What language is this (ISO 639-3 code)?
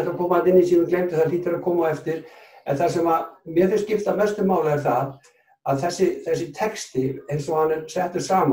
isl